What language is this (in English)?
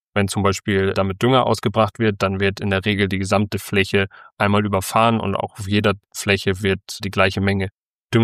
German